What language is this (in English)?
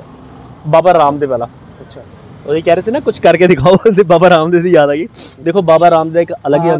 Punjabi